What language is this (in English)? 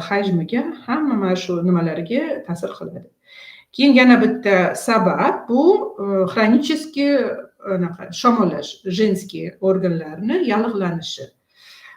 Uzbek